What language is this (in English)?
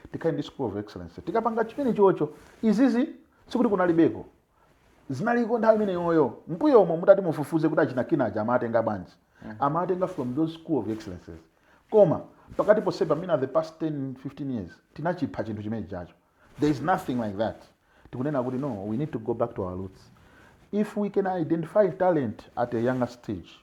Nyanja